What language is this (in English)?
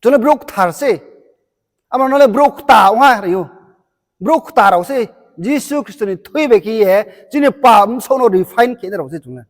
Riang (India)